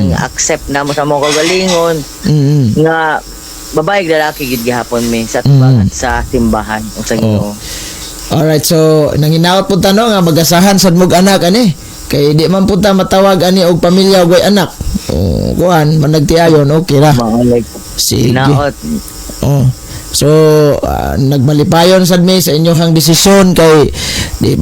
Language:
Cebuano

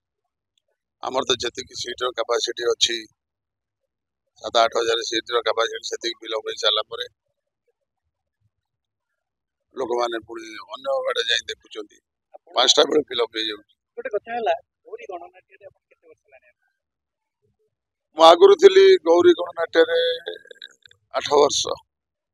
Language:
Odia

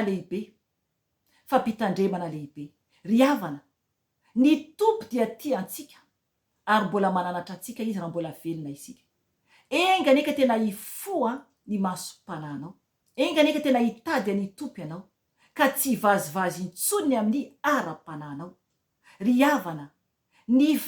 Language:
Malagasy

